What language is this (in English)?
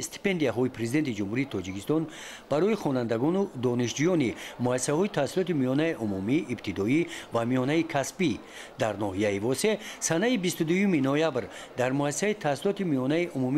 Tajik